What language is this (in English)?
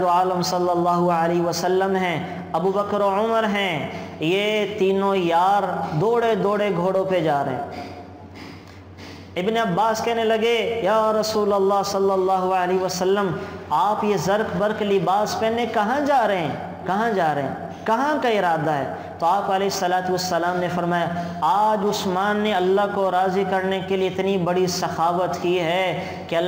Urdu